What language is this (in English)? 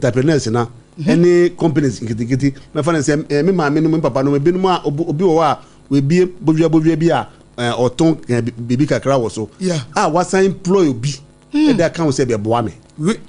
Akan